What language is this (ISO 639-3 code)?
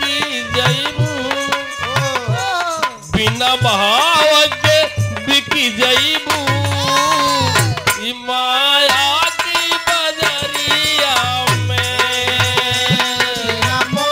bho